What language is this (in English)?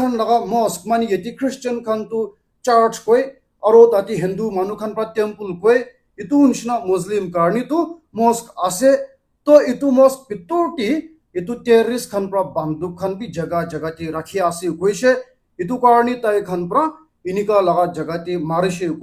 Naga Pidgin